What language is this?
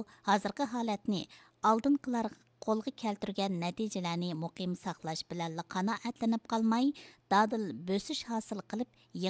Uyghur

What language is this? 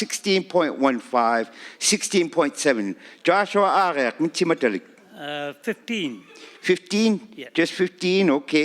Inuktitut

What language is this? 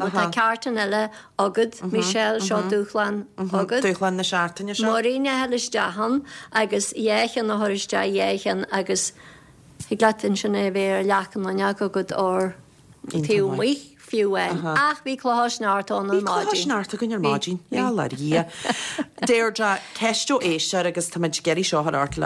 Irish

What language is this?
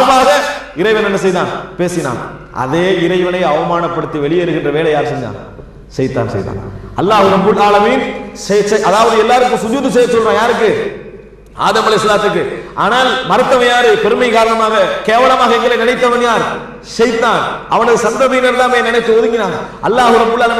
Tamil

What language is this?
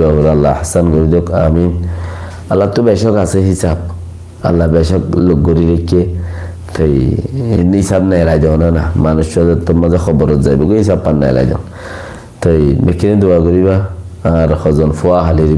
Rohingya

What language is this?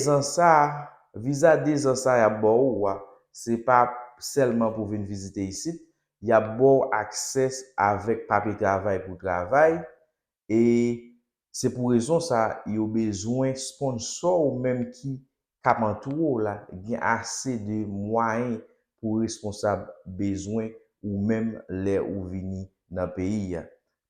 Haitian Creole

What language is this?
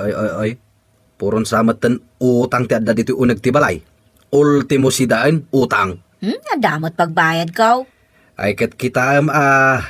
Iloko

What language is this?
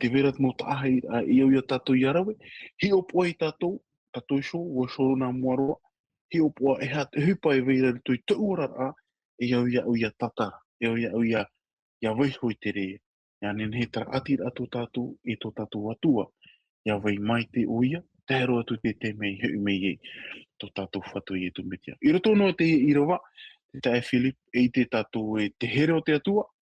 Tahitian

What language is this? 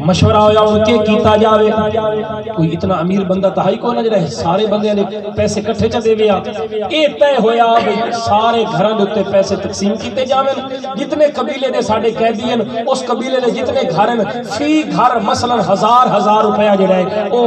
Saraiki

